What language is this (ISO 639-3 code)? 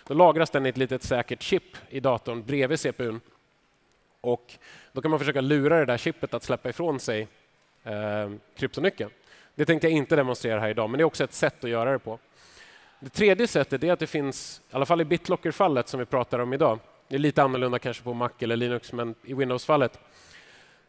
swe